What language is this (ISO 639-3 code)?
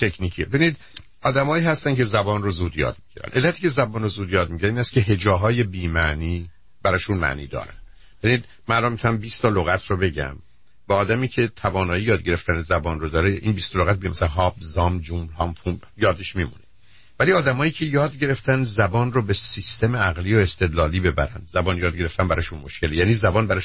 fas